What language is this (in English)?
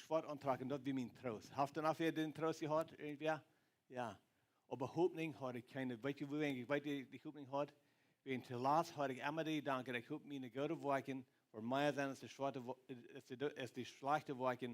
Plautdietsch